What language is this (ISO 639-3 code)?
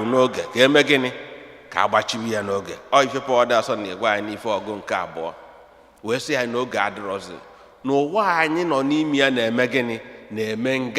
ibo